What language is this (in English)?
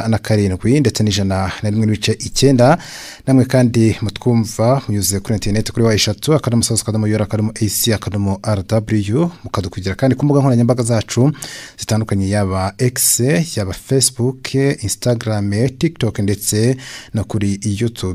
Kinyarwanda